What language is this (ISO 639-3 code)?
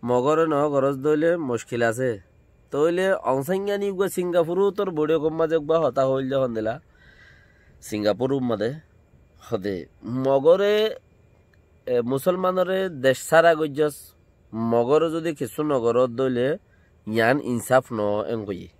rhg